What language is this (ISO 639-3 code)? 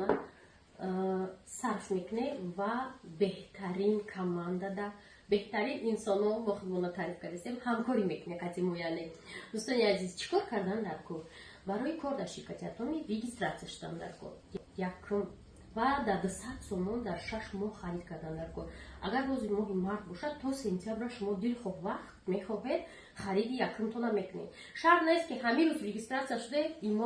tgk